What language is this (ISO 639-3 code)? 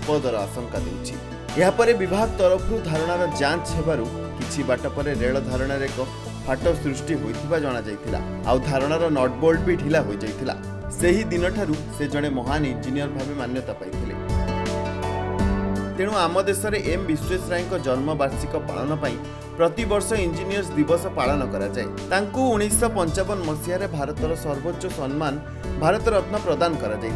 ori